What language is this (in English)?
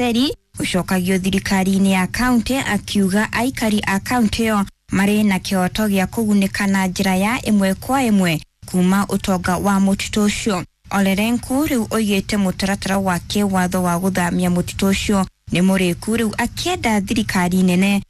Kikuyu